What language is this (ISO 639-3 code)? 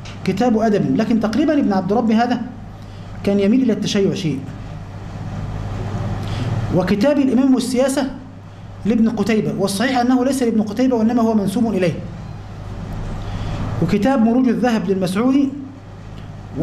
ara